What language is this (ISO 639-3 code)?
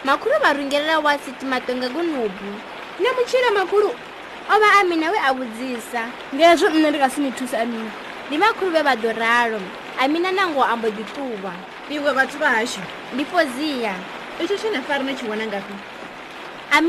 ven